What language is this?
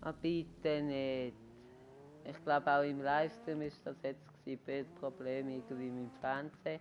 Swiss German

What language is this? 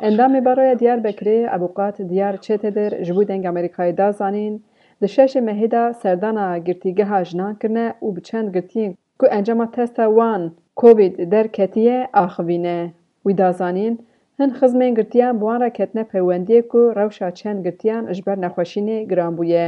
Kurdish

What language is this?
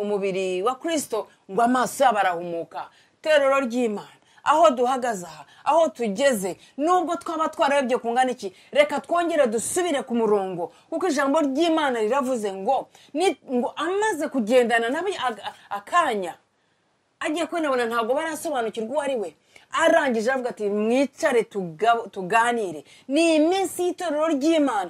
Kinyarwanda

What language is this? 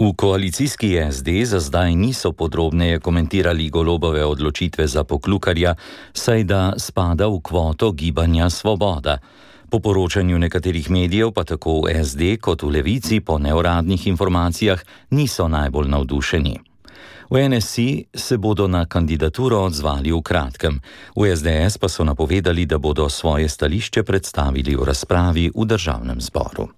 Slovenian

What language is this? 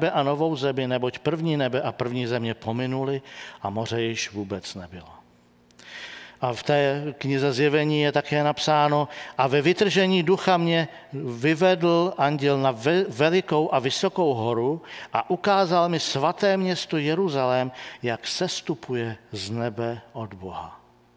Czech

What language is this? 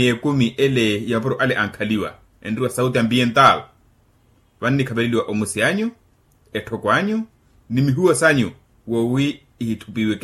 Makhuwa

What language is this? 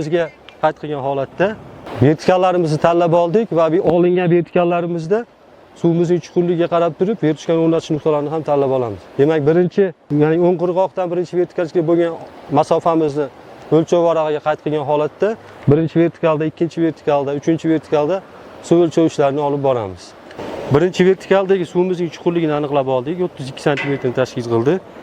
Uzbek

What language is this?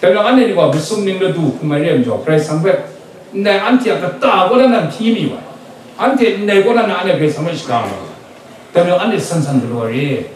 Kachin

